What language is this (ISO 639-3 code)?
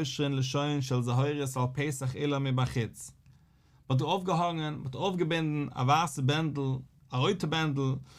yid